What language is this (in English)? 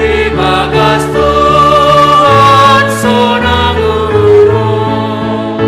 Batak Simalungun